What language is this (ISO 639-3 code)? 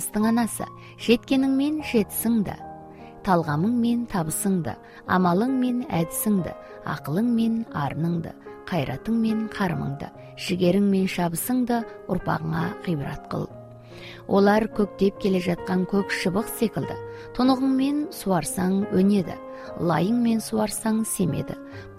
kaz